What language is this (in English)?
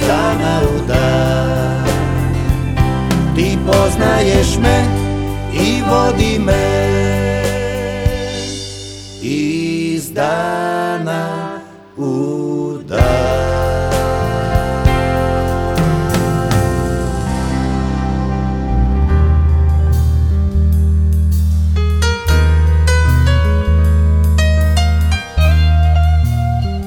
Croatian